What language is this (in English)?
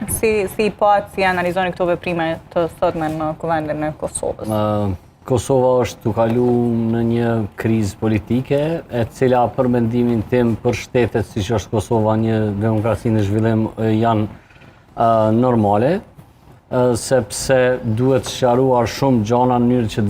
Albanian